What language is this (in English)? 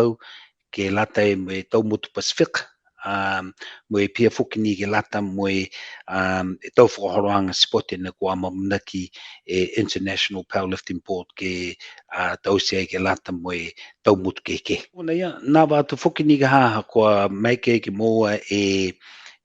Niuean